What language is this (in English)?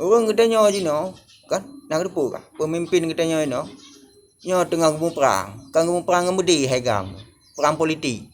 Achinese